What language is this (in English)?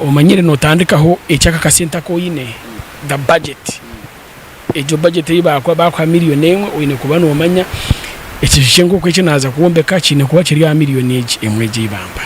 Nyankole